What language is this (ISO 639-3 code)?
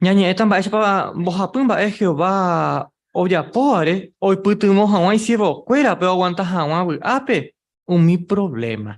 grn